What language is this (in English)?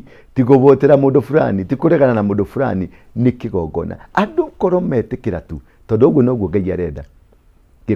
Kikuyu